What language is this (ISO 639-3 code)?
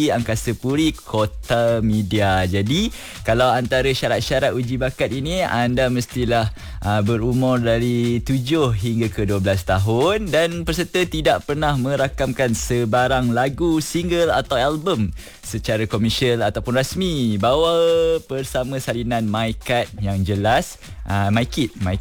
msa